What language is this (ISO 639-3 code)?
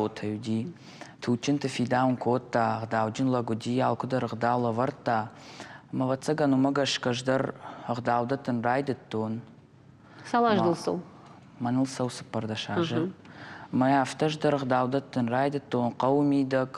oss